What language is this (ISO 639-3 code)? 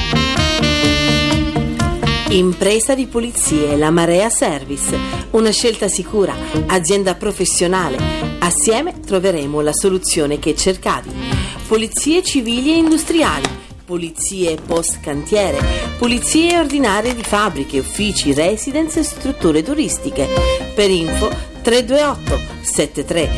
ita